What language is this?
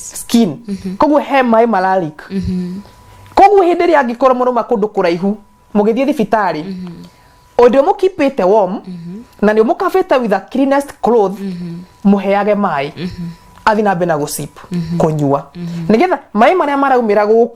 Kikuyu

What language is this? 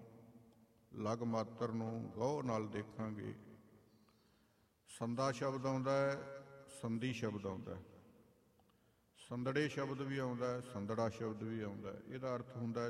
Punjabi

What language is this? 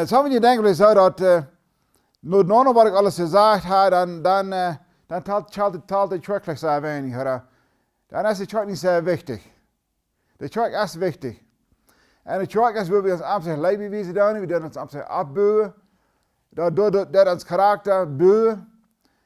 Plautdietsch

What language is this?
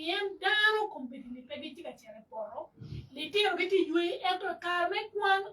Acoli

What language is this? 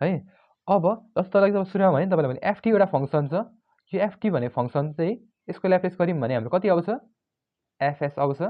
Nepali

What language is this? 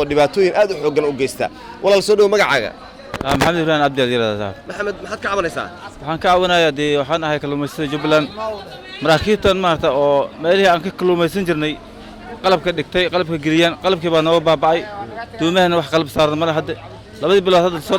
Somali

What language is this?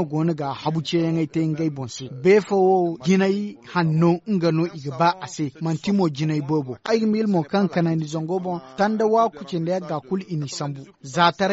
Zarma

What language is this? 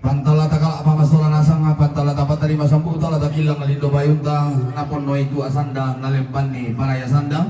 Toraja-Sa'dan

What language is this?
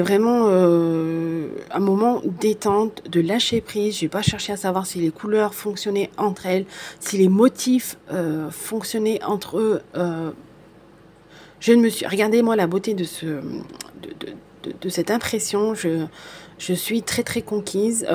French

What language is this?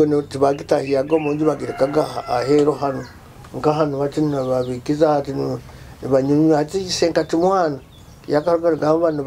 Nyoro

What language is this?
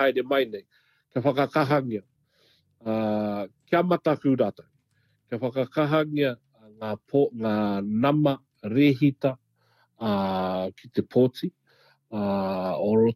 Māori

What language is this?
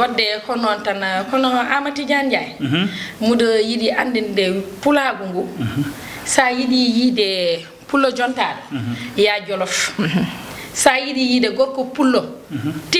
Fula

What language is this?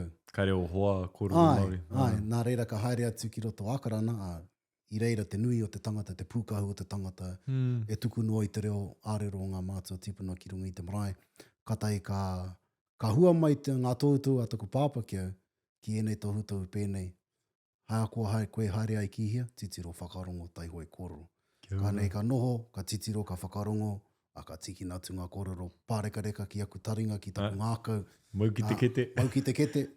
Māori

